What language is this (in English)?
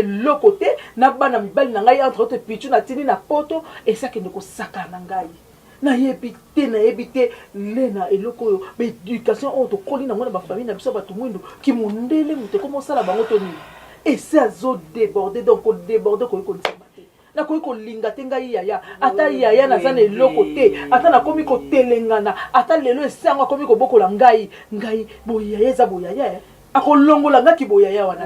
Lingala